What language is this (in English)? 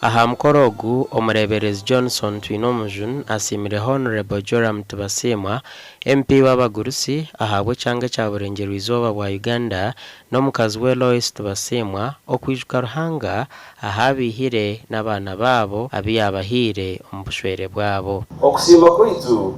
Nyankole